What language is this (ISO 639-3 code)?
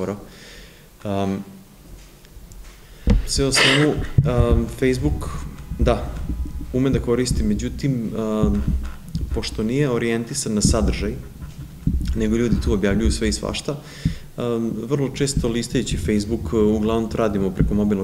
srp